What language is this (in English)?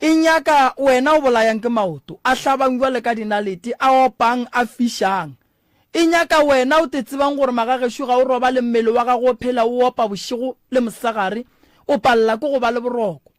Northern Sotho